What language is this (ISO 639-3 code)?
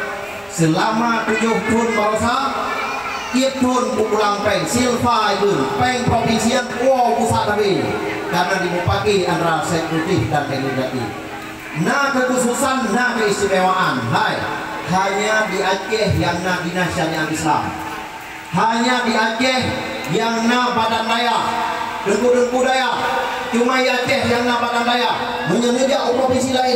ace